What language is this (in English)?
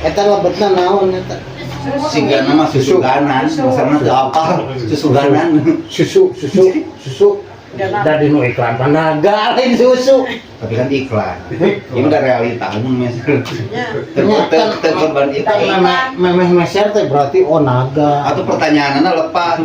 Sundanese